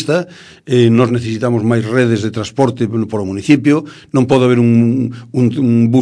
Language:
Galician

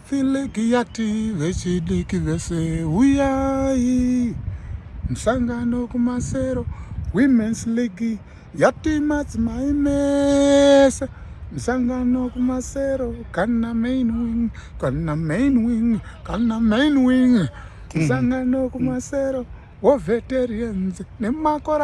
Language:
Shona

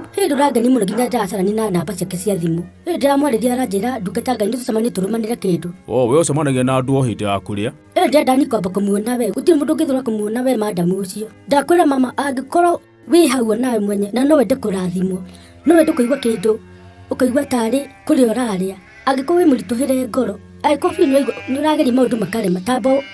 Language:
Kikuyu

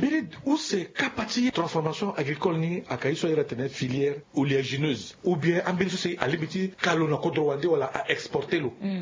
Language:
Sango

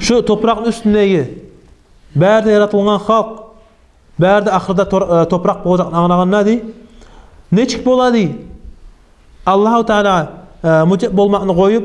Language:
Kumyk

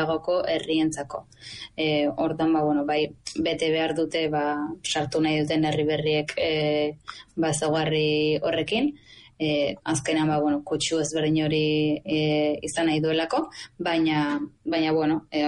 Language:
Basque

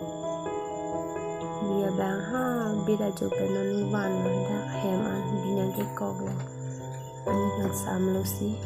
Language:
Karbi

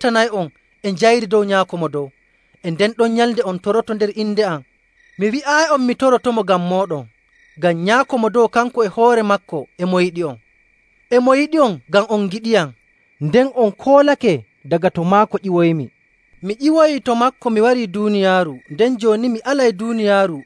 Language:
Nigerian Fulfulde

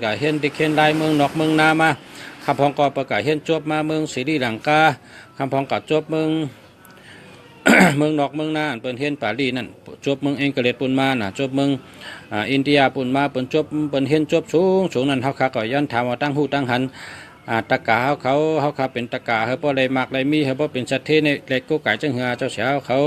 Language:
Shan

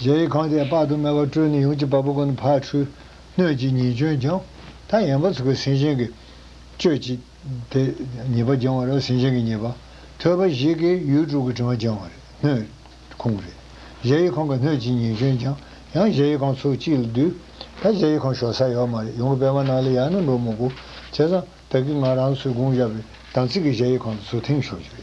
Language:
Tibetan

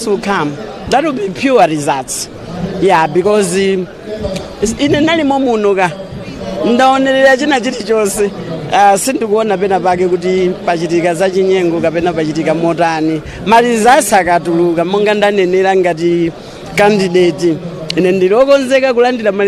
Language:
Nyanja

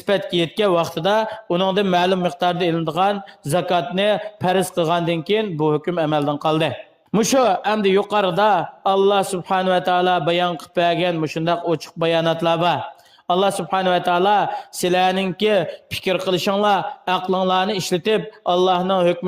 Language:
Uyghur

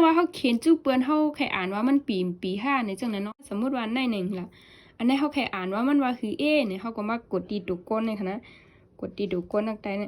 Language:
Shan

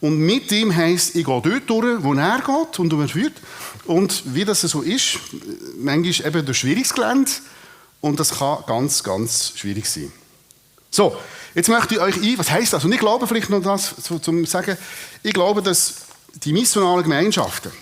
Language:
Swiss German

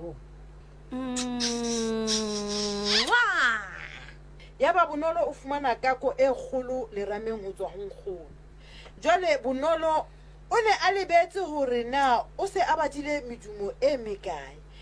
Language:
Southern Sotho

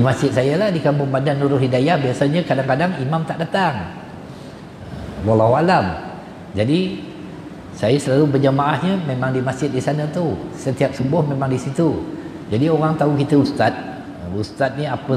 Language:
Malay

